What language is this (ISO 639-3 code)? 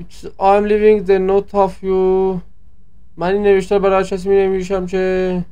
azb